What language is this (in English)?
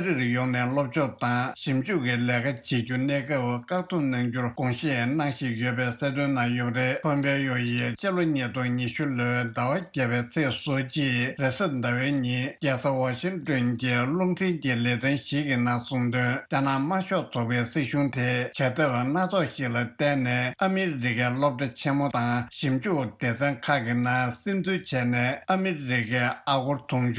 Tibetan